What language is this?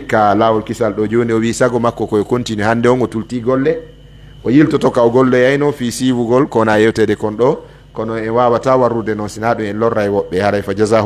Pular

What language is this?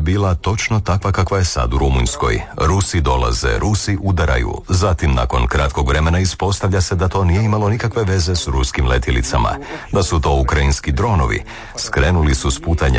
Croatian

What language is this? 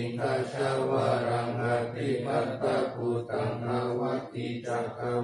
Pali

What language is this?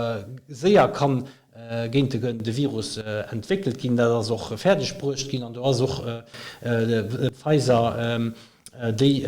Luxembourgish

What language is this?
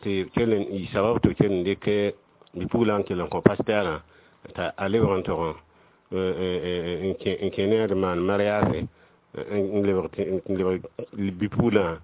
Mossi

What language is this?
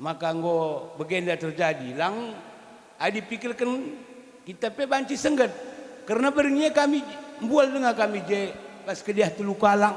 Batak Karo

